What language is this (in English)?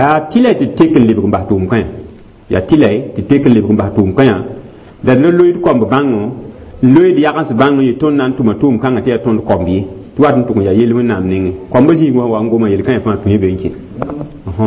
Mossi